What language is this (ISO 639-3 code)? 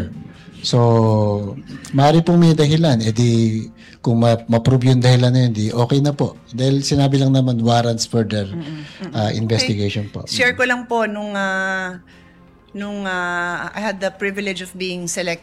fil